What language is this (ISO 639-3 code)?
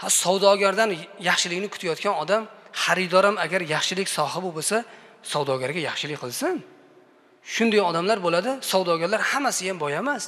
uzb